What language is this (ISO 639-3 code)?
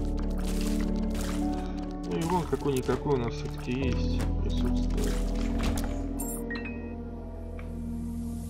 rus